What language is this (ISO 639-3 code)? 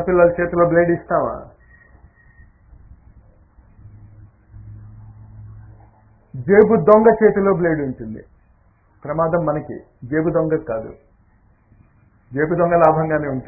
tel